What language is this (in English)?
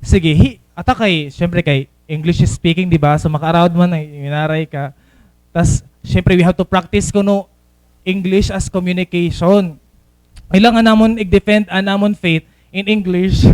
Waray